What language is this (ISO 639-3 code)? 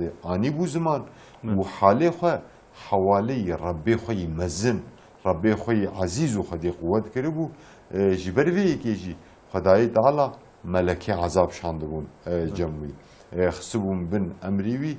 kur